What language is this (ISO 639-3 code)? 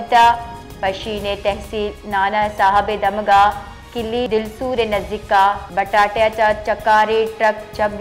bal